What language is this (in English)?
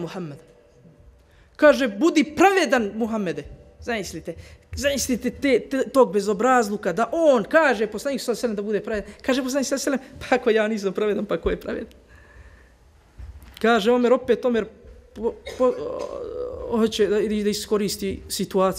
Bosnian